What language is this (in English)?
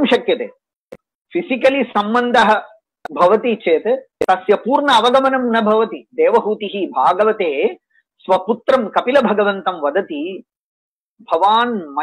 Sanskrit